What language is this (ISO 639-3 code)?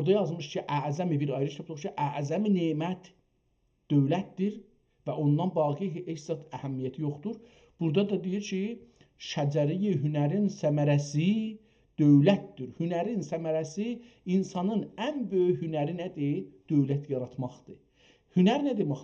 azb